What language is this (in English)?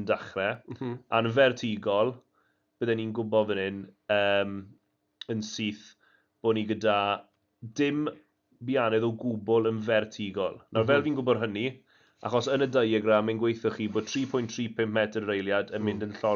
Welsh